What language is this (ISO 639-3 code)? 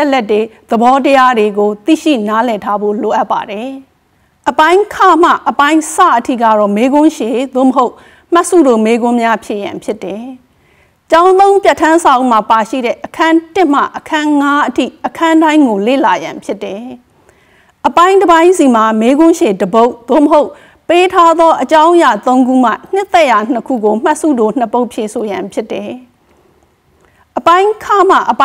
mya